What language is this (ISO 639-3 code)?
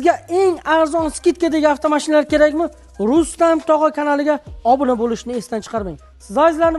uzb